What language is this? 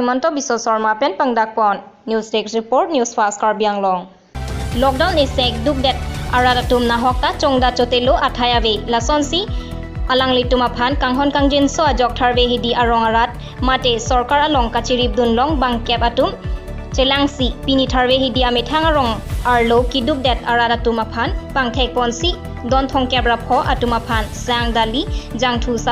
Karbi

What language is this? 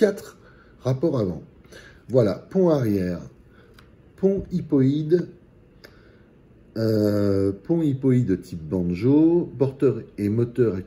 French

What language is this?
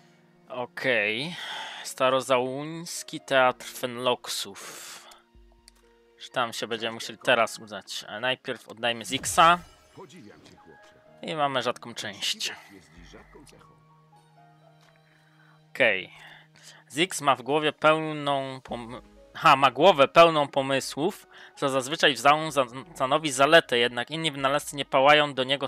Polish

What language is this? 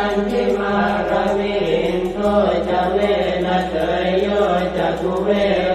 Pali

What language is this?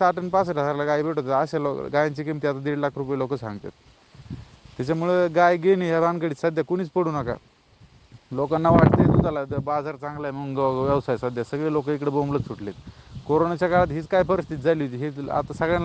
Marathi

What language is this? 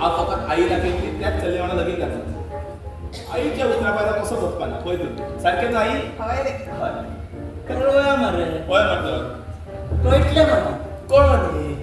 Konkani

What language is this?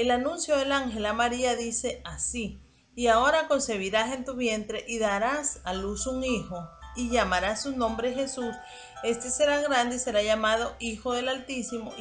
Spanish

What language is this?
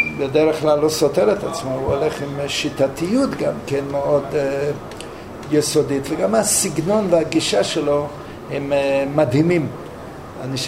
Hebrew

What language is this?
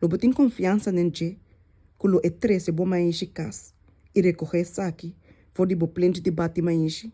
Papiamento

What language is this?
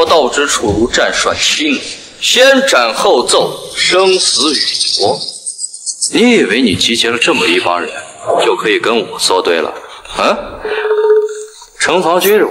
Chinese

